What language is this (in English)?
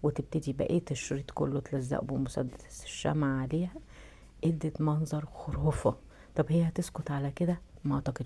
Egyptian Arabic